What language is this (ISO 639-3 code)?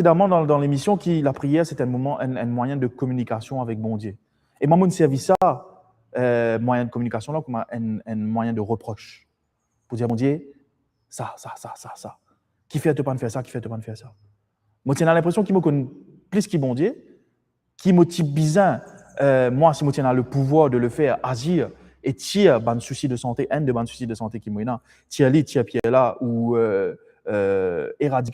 mfe